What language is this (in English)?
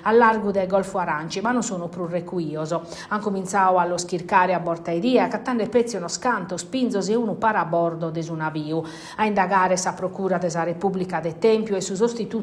Sardinian